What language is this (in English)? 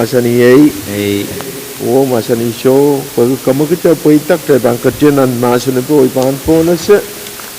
Pohnpeian